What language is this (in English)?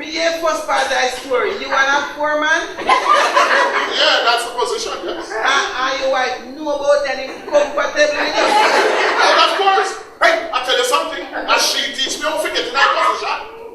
Jamaican Creole English